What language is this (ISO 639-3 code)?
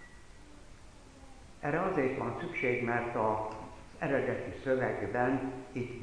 hun